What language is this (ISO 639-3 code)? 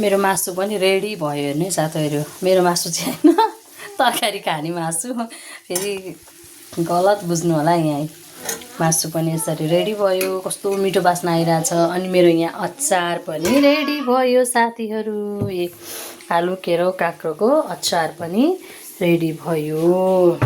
nep